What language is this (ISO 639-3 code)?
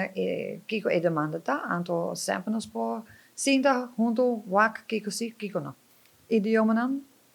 pap